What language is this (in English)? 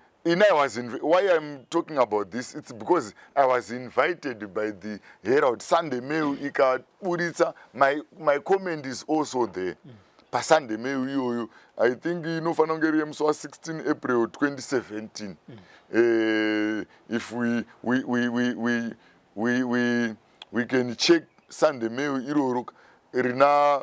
Shona